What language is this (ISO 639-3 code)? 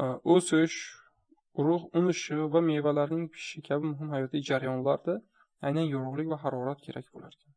uzb